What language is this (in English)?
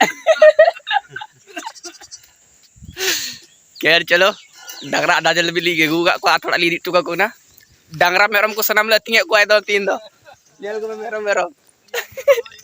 Santali